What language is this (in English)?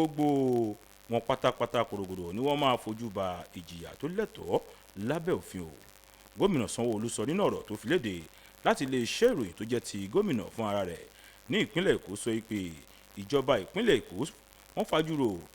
Yoruba